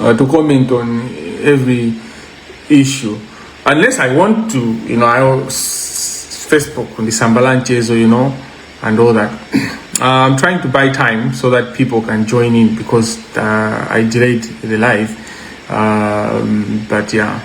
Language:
Nyanja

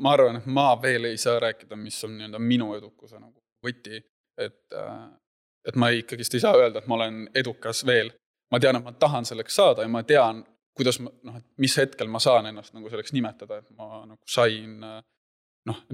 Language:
Estonian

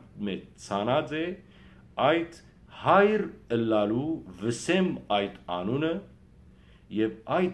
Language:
Western Armenian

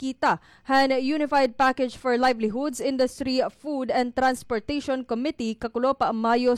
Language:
Waray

